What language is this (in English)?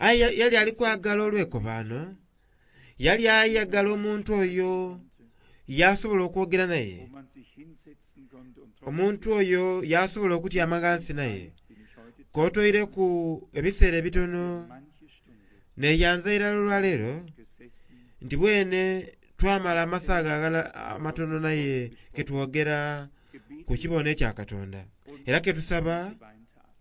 Soga